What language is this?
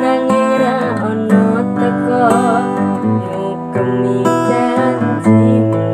Javanese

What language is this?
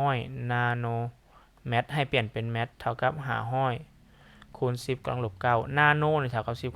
Lao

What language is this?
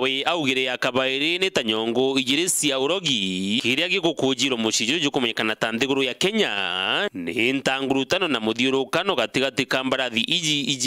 Meru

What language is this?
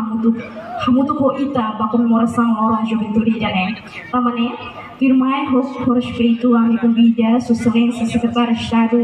Tetum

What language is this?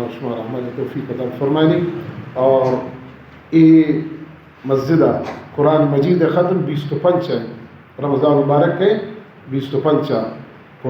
Baluchi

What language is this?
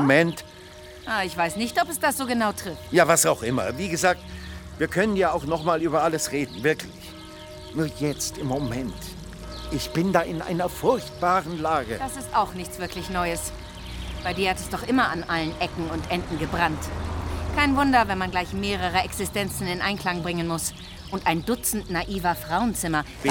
German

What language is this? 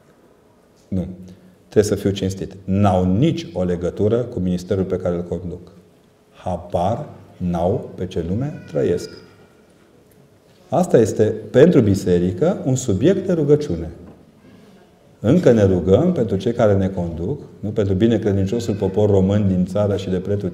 Romanian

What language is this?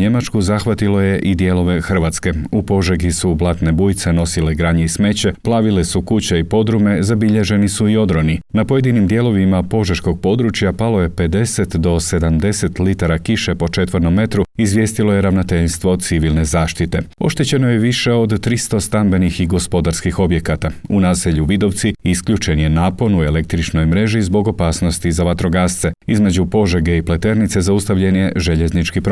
Croatian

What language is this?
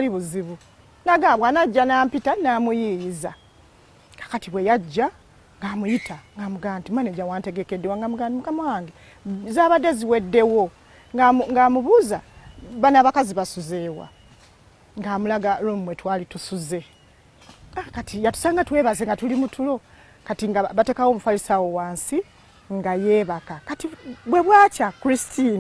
Ganda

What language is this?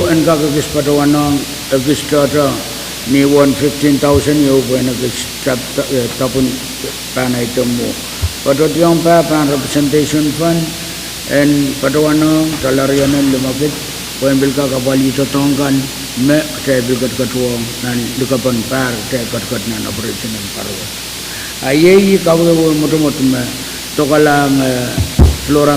Pohnpeian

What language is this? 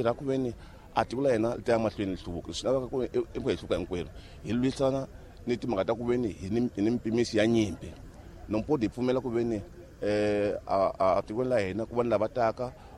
Tsonga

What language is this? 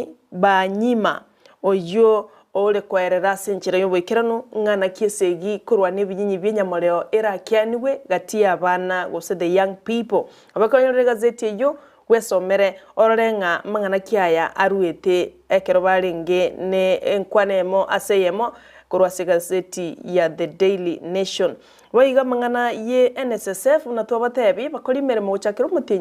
Gusii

